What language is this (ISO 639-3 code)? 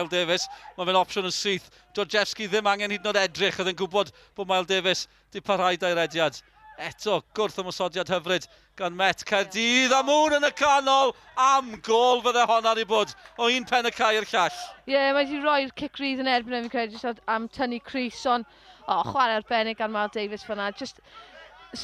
cym